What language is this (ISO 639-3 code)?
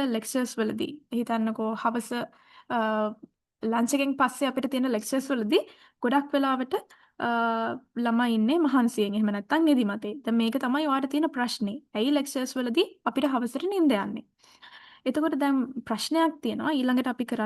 sin